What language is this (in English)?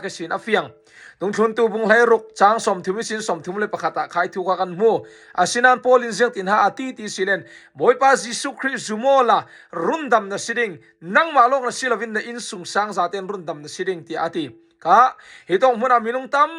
Falam Chin